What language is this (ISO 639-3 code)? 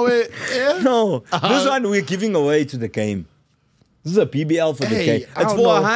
eng